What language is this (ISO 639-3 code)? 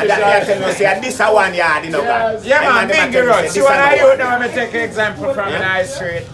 jam